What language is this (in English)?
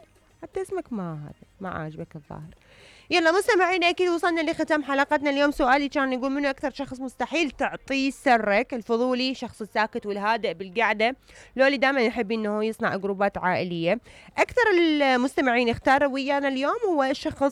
Mesopotamian Arabic